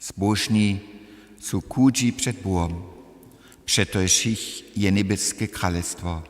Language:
Upper Sorbian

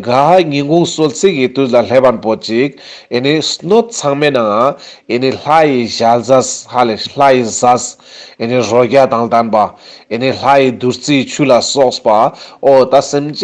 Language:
Ladakhi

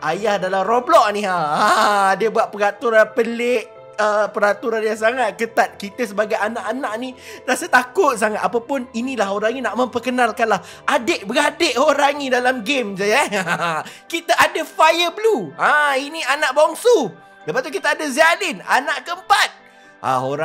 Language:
Malay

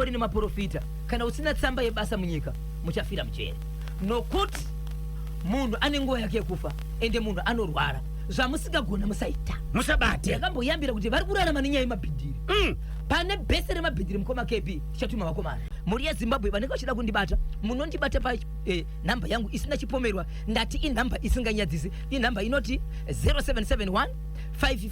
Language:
Shona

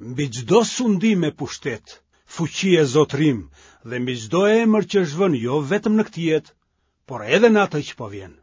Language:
Albanian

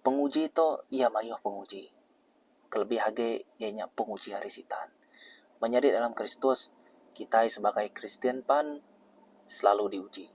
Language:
Iban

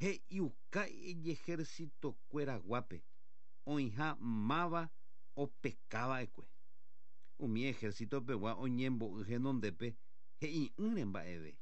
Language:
Guarani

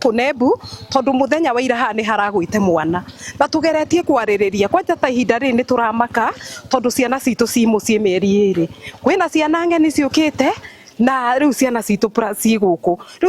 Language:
Kikuyu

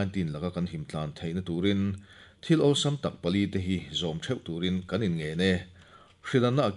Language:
Mizo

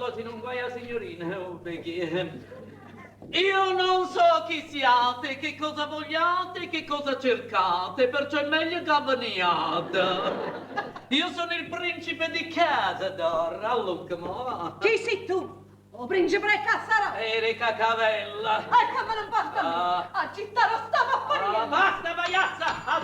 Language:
Neapolitan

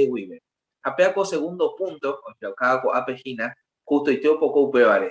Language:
Guarani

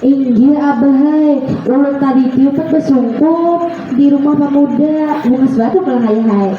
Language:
Banjar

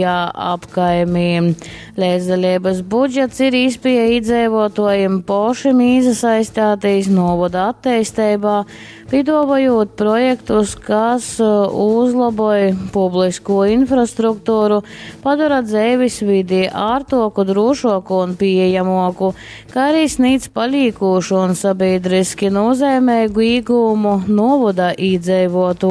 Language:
Latgalian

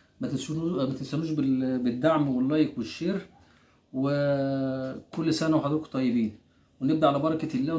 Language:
Egyptian Arabic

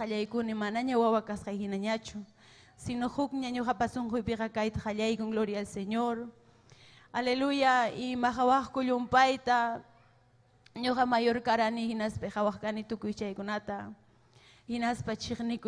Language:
Ayacucho Quechua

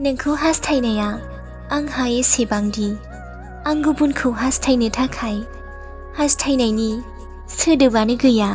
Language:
Bodo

